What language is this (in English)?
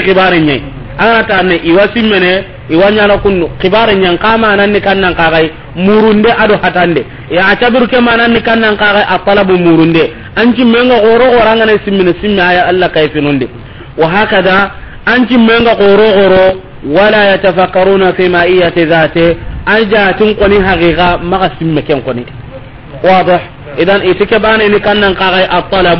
Soninke